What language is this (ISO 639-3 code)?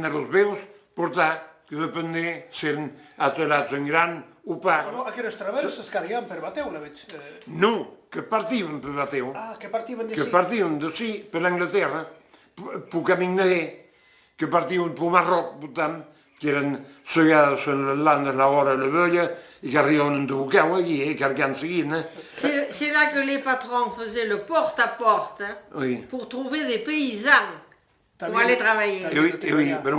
oci